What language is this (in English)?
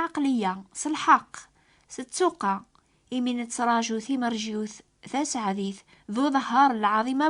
Kabyle